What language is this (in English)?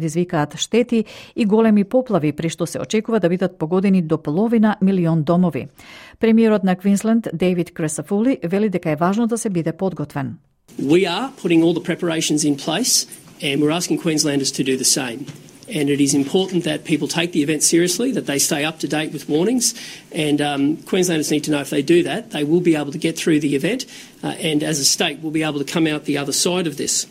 Macedonian